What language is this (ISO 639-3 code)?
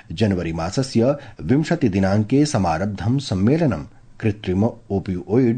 san